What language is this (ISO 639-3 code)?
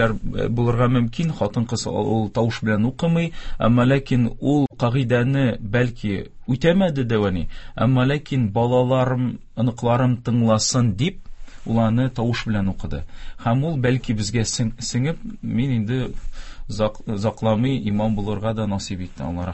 tat